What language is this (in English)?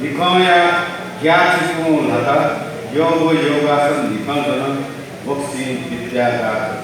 Newari